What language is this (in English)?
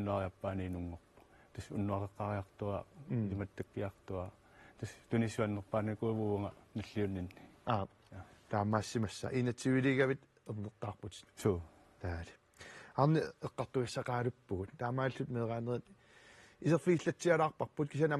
Kalaallisut